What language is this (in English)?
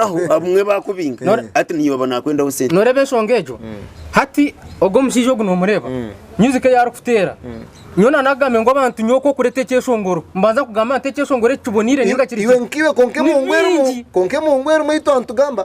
Nyankole